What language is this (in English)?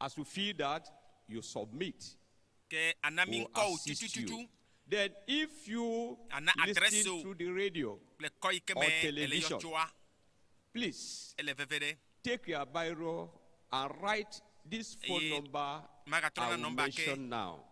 Ewe